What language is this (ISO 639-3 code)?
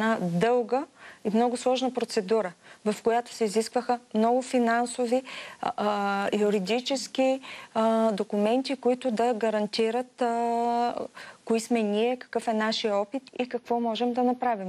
bul